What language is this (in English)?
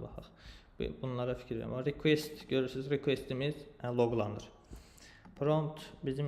Azerbaijani